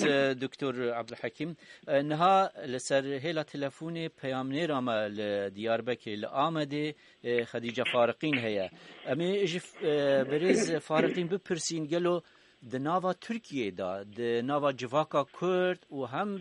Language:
Kurdish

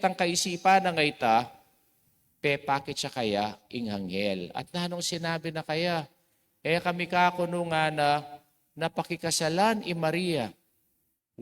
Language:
Pampanga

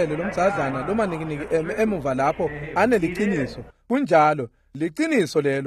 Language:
Swati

